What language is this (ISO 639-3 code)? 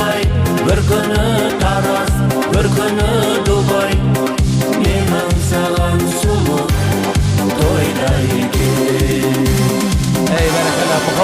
kaa